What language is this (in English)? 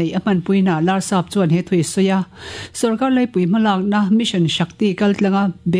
Mizo